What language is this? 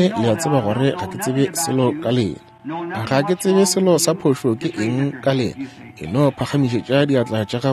Northern Sotho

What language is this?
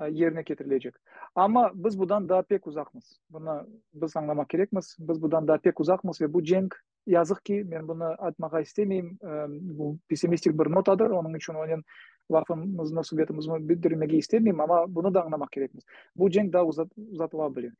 Crimean Tatar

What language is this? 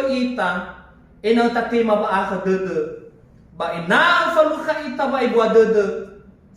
Nias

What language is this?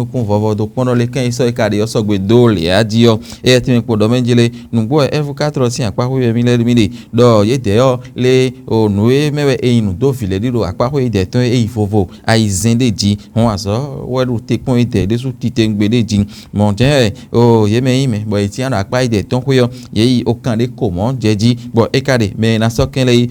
Fon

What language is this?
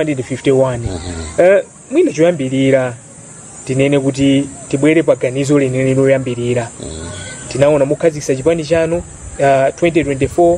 Nyanja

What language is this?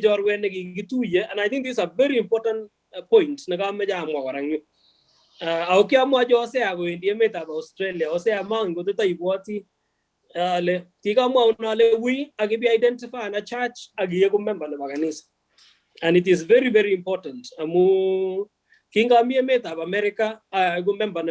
Kalenjin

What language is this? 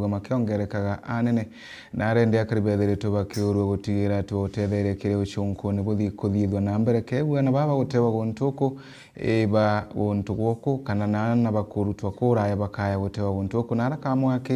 Meru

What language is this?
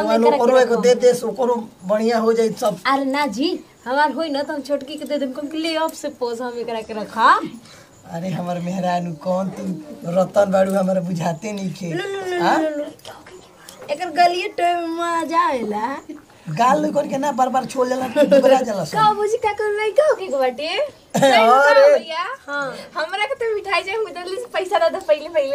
Bhojpuri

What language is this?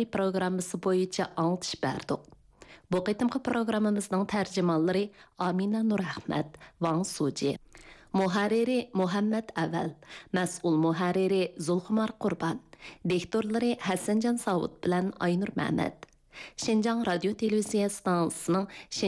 Uyghur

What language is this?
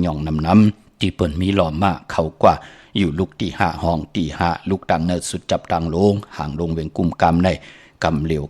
Shan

